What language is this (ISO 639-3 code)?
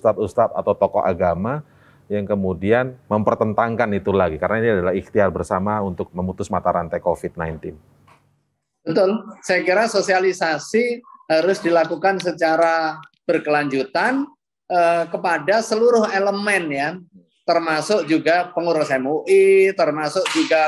ind